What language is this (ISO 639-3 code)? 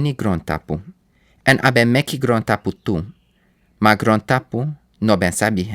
srn